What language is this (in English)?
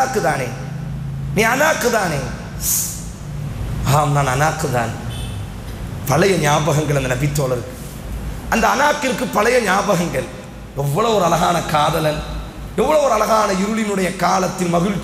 Tamil